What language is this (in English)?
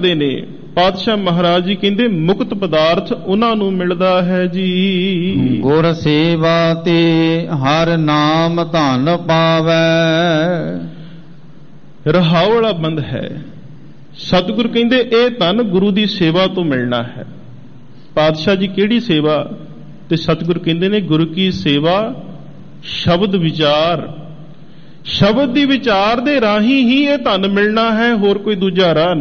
Punjabi